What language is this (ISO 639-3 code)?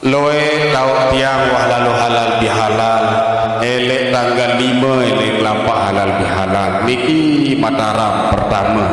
sas